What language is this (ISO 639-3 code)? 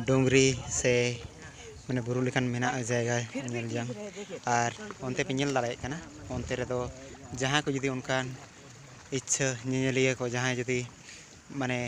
sat